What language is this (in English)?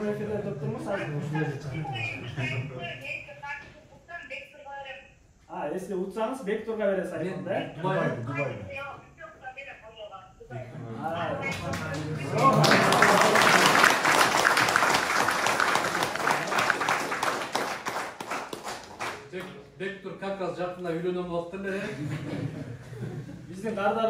Kyrgyz